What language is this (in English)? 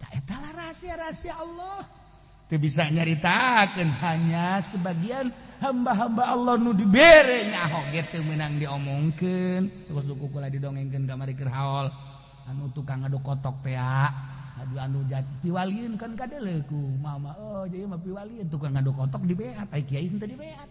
Sundanese